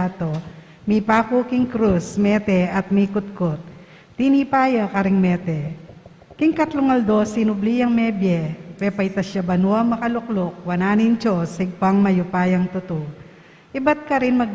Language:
Pampanga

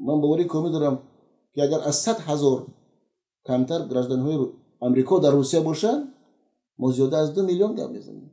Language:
Tajik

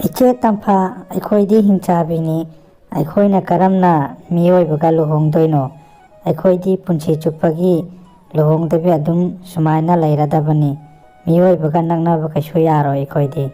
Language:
Manipuri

